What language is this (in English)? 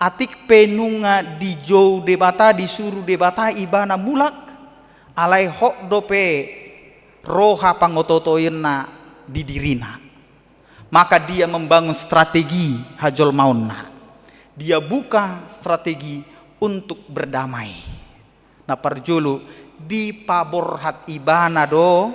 Batak Toba